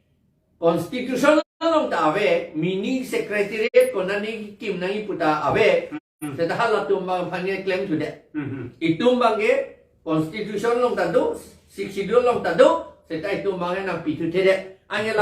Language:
Karbi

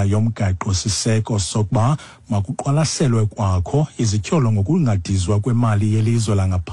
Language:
Xhosa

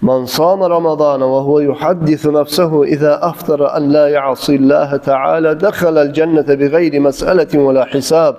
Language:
Kumyk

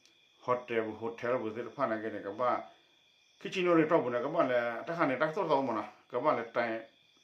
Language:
S'gaw Karen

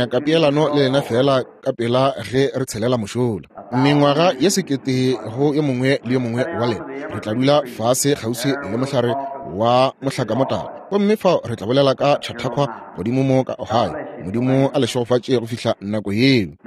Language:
Northern Sotho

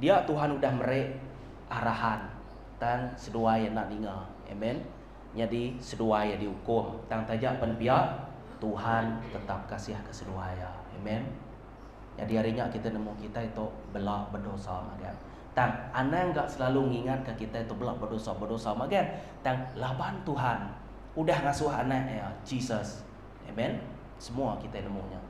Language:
Iban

